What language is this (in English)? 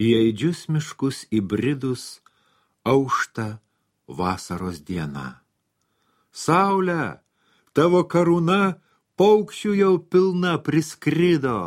Lithuanian